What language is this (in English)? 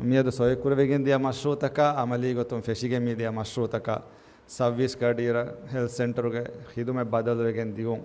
Divehi